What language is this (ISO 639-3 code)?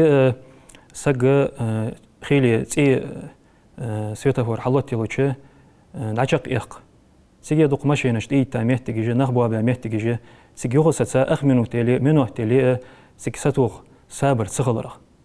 inh